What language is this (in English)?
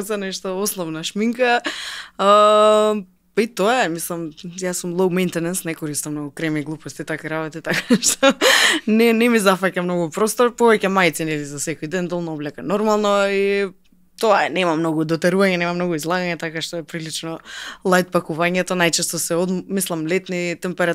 Macedonian